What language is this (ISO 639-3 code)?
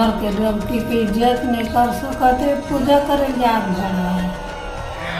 hne